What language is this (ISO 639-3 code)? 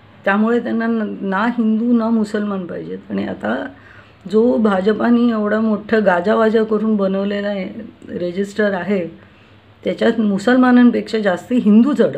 mar